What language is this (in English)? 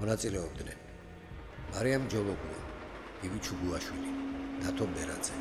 Georgian